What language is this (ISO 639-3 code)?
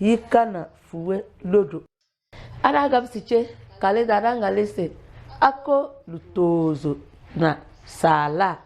kdh